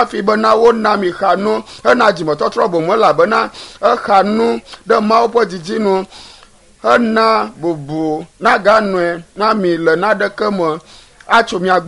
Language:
Ewe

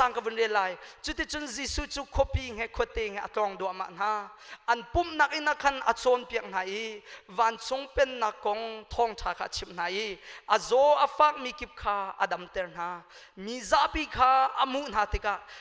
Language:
Hakha Chin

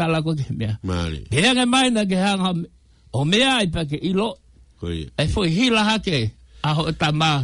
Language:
Tongan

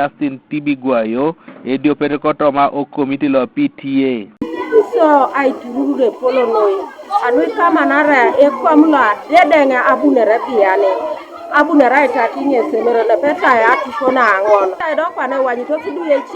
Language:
Teso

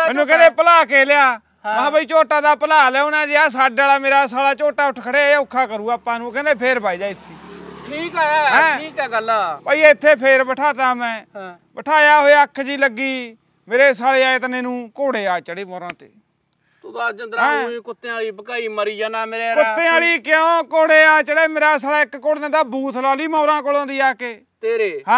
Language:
Punjabi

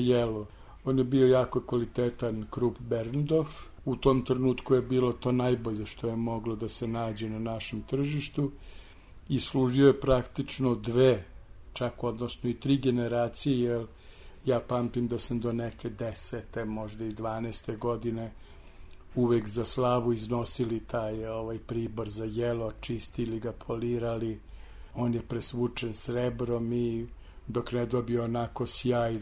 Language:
Serbian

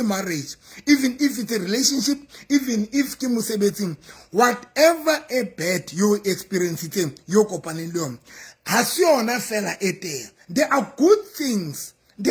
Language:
Southern Sotho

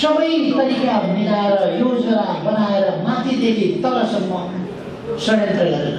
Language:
Nepali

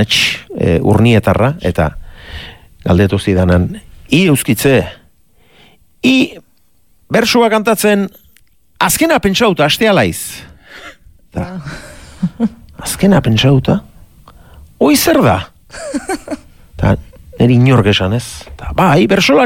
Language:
Basque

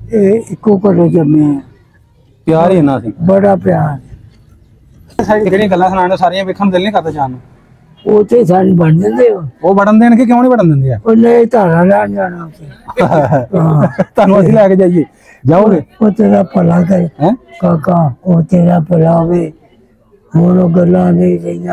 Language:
Punjabi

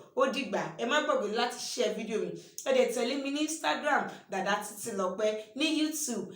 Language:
Yoruba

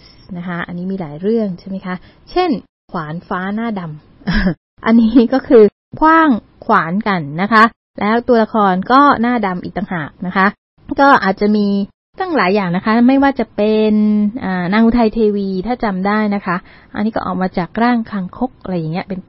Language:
Thai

